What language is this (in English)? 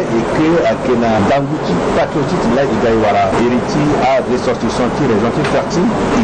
Sango